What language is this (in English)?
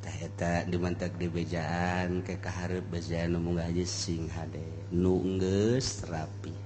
Sundanese